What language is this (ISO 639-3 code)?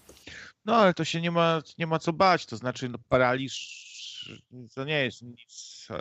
pol